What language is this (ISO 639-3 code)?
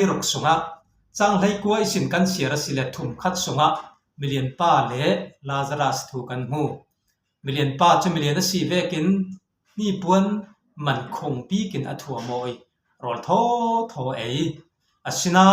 cfm